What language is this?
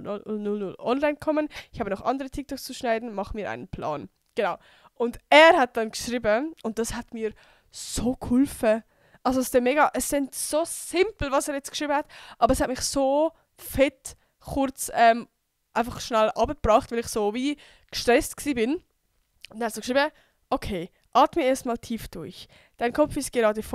Swiss German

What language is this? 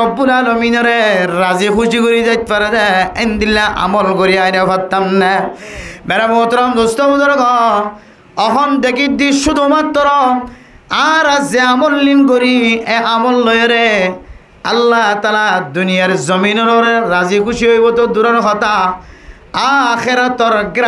Rohingya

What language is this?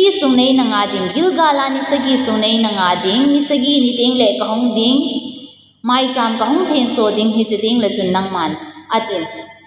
Thado Chin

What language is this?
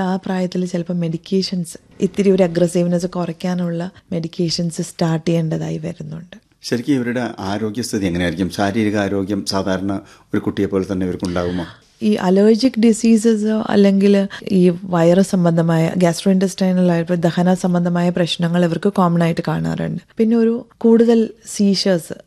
Malayalam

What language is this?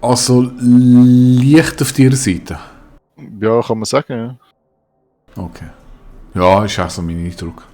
Swiss German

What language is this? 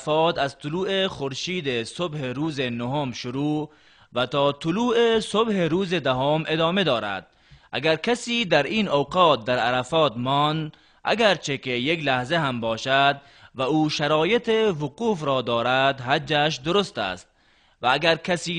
Tajik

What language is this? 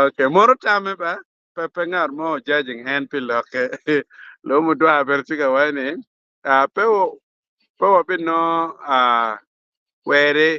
Acoli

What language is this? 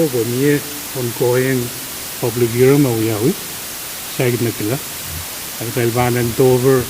Pohnpeian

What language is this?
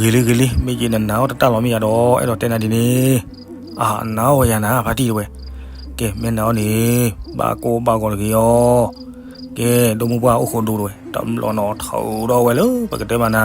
S'gaw Karen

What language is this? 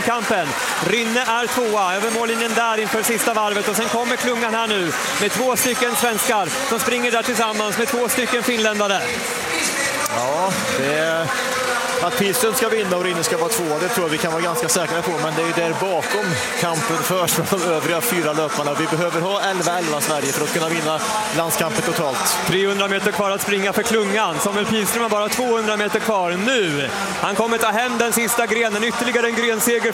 Swedish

